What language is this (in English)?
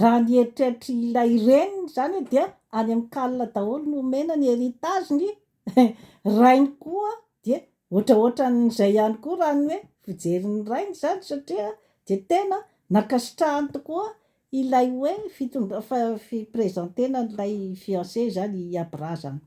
Malagasy